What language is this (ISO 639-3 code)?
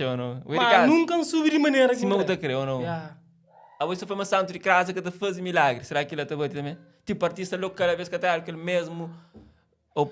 kea